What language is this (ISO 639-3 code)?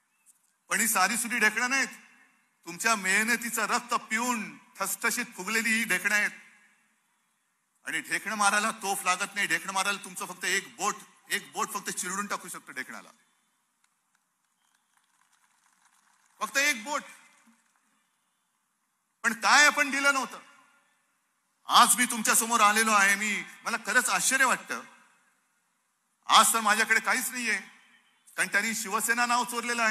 mar